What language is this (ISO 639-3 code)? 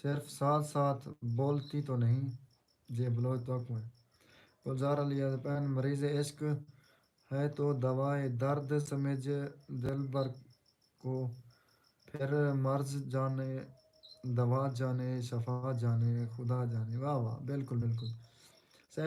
skr